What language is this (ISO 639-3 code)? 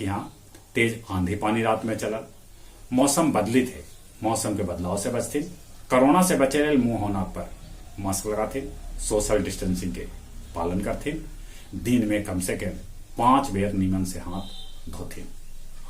mag